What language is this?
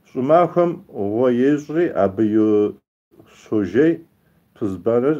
Kabardian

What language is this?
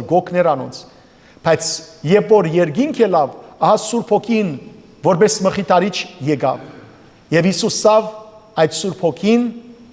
Western Armenian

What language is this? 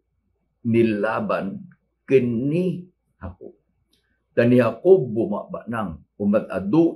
Iloko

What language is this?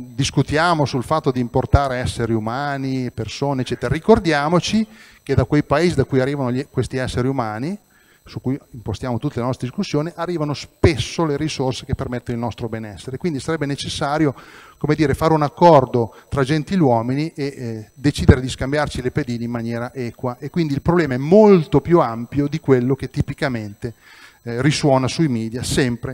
Italian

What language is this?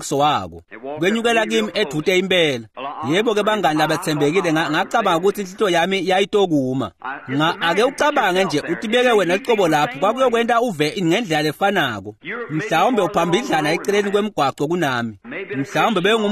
Swati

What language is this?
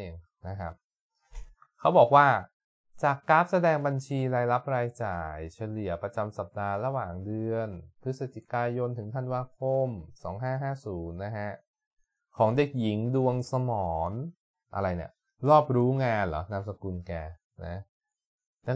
Thai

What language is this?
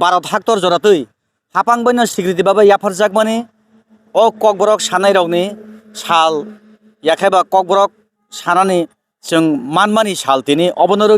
Kok Borok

